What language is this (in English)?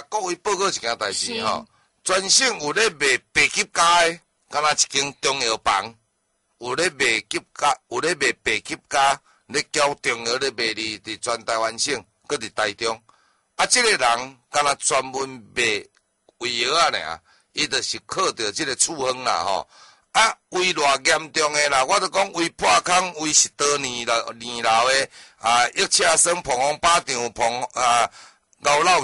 Min Nan Chinese